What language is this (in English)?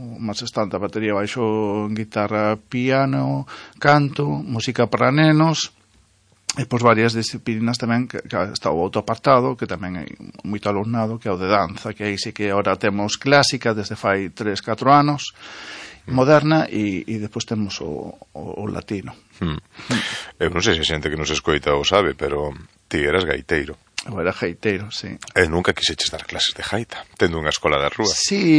Galician